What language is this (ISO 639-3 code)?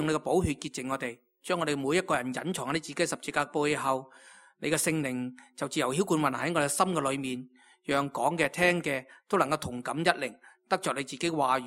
yue